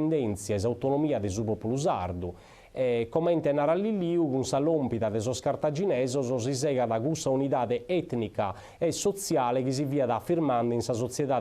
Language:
Sardinian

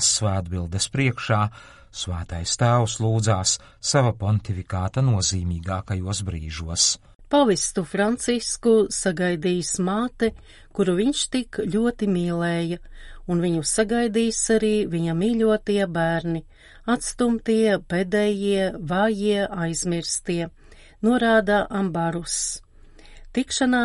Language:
Latvian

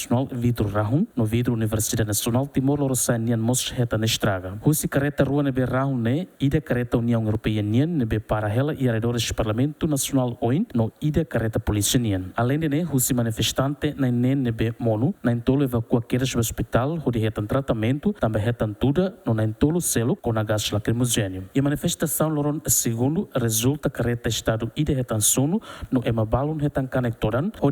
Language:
Tetum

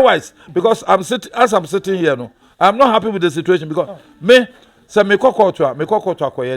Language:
Akan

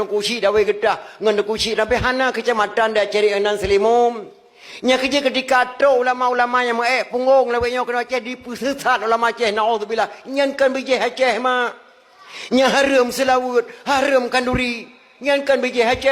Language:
Achinese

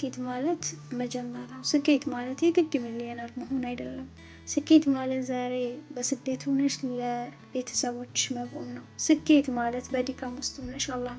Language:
Amharic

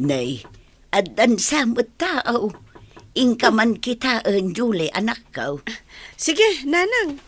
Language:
Iloko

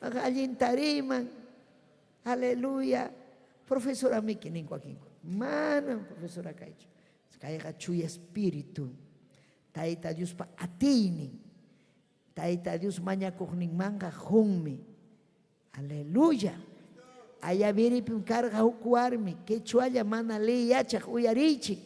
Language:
Ayacucho Quechua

